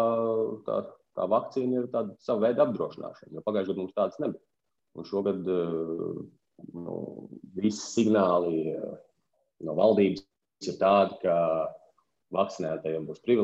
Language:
Latvian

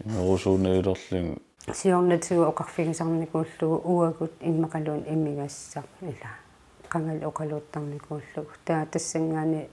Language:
Kalaallisut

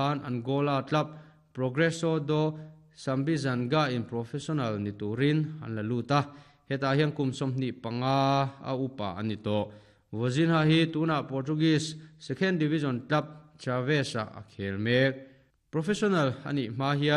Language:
Mizo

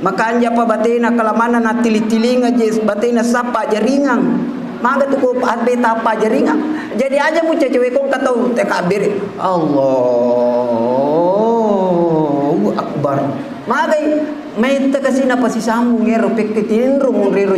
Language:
Buginese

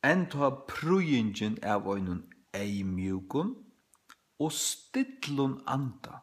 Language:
Faroese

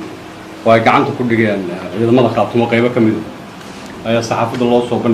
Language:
Somali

